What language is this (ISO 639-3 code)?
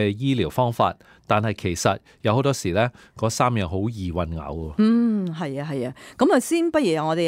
yue